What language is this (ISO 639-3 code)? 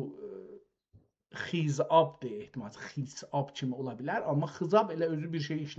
azb